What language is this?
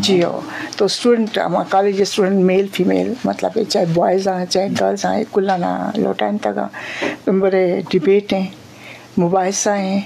Eastern Balochi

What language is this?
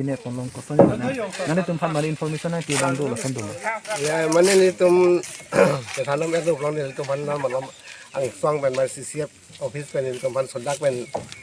Karbi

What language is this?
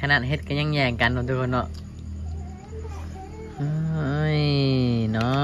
Lao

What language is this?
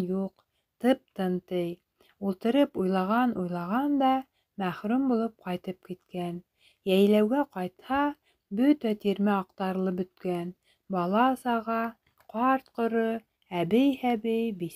Bashkir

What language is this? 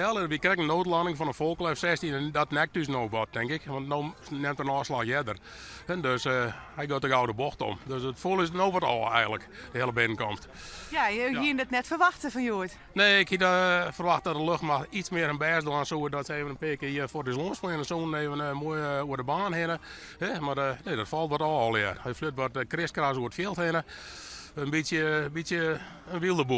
Western Frisian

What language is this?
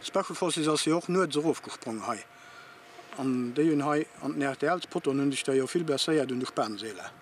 Luxembourgish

